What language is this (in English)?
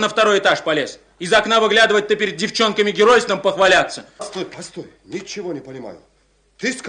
Russian